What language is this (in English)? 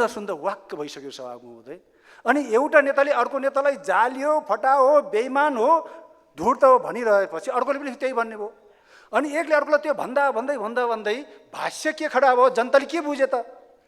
Nepali